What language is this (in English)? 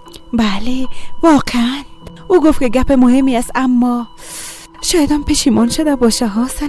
Persian